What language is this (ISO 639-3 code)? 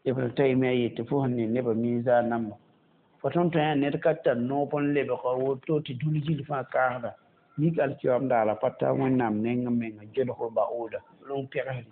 mos